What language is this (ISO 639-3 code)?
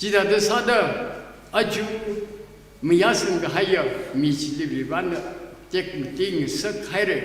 nmf